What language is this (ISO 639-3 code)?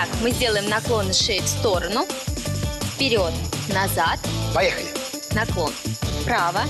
rus